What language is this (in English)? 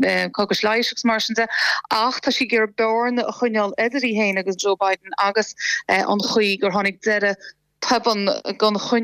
Irish